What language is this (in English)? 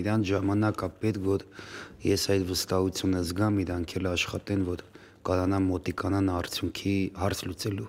Armenian